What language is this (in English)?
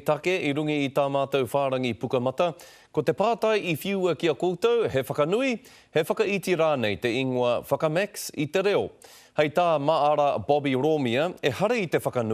Māori